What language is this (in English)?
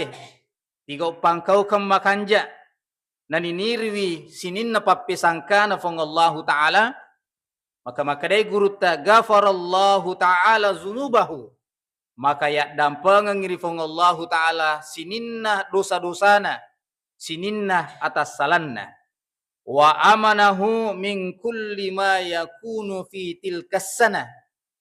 Buginese